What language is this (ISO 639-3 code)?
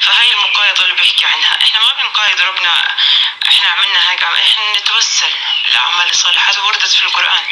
apc